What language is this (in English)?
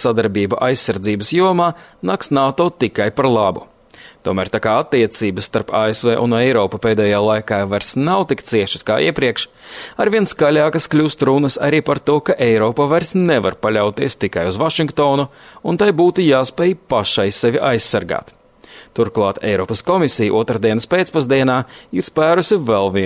Latvian